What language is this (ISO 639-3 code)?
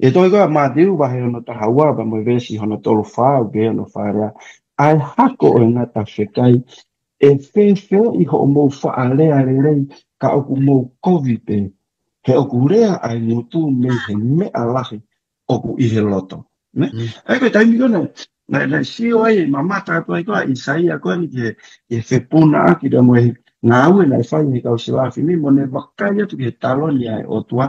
ton